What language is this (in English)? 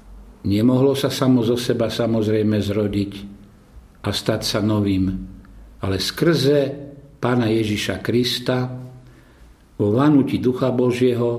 Slovak